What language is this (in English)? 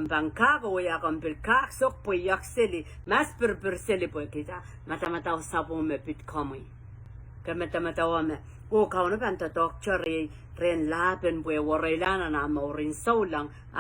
Pohnpeian